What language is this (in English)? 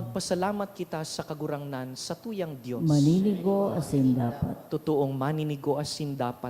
Bikol